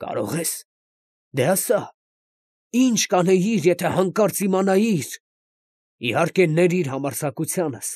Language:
Armenian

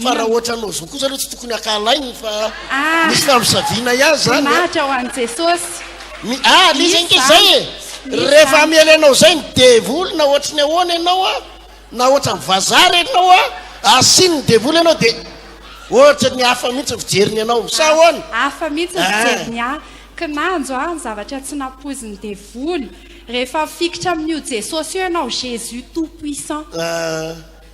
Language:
Malagasy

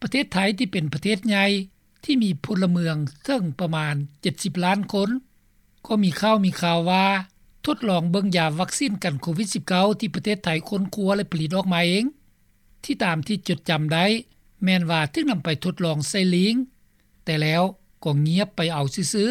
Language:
Lao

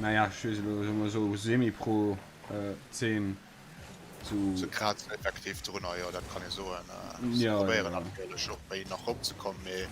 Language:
Luxembourgish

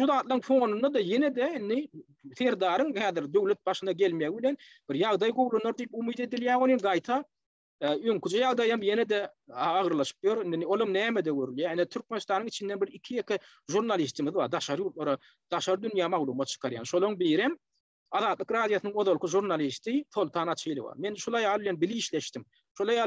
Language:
Turkmen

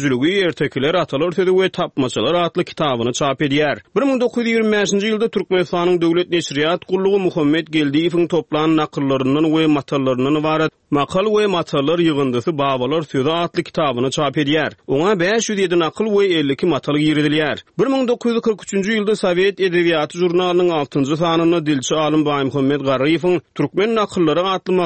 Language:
Turkmen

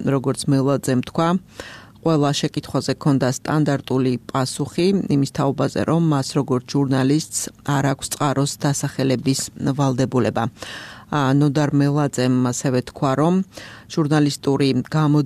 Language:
Georgian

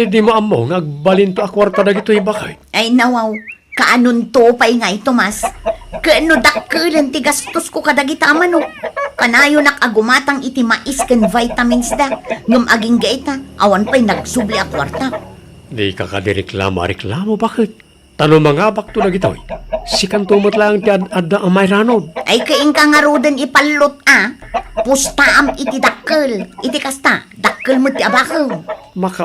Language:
Iloko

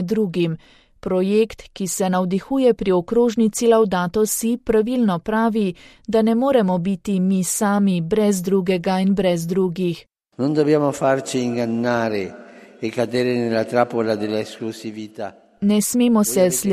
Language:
Slovenian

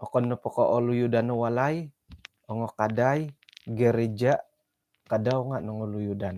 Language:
Central Dusun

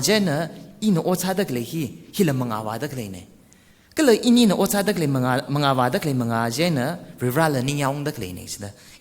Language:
Tangkhul Naga (India)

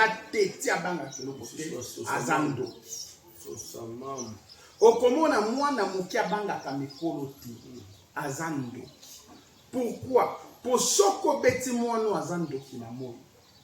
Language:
Lingala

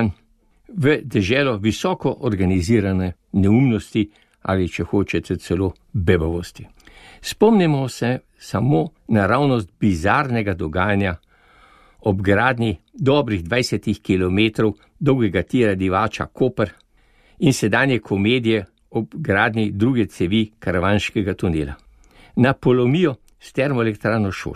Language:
Slovenian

